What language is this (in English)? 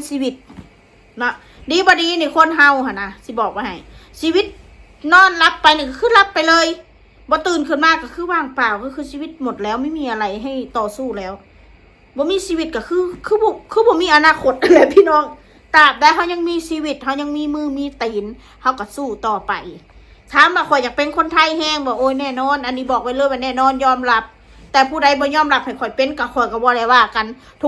Northeastern Thai